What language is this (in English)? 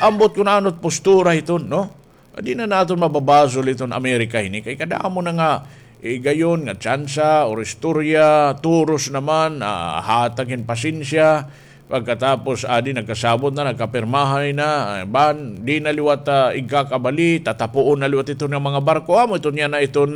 Waray